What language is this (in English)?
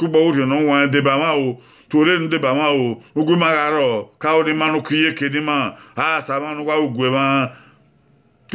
Bini